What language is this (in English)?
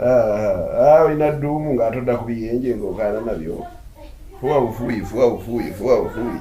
Ganda